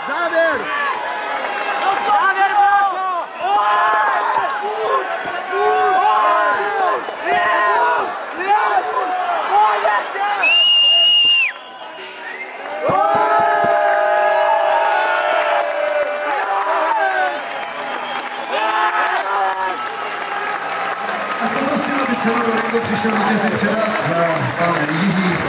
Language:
Czech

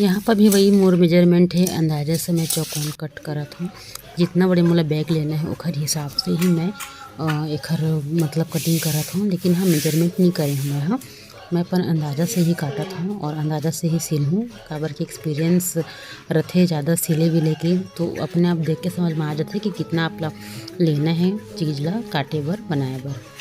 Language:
Chhattisgarhi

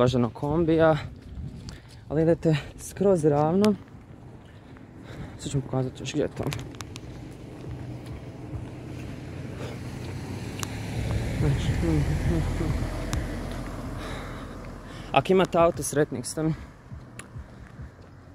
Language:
Croatian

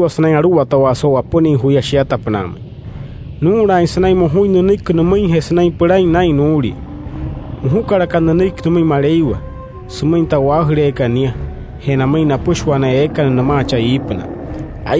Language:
Wayuu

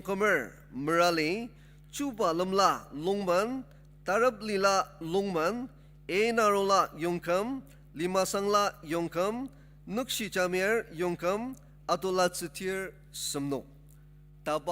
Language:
Ao Naga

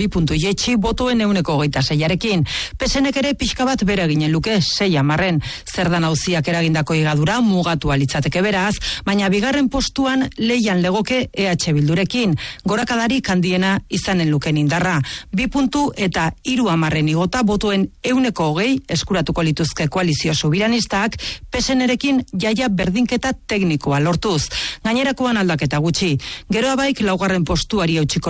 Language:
Basque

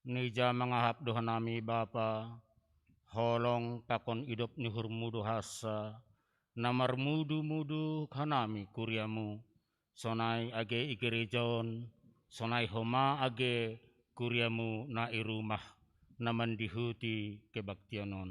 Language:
Batak Simalungun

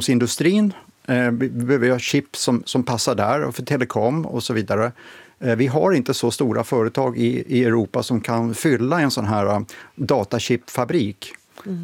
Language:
Swedish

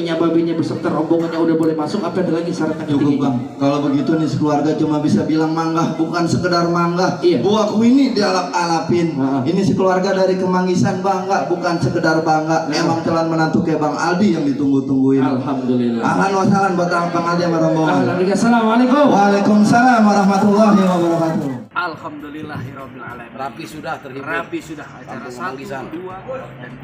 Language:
Betawi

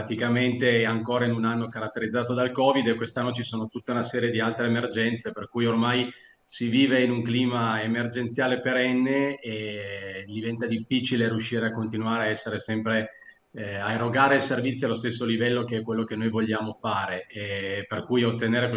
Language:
Italian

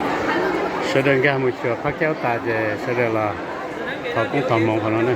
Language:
Hmong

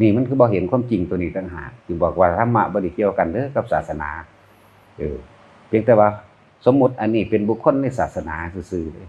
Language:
Northeastern Thai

